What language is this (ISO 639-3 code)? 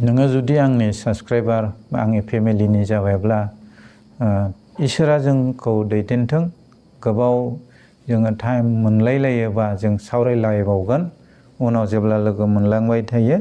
brx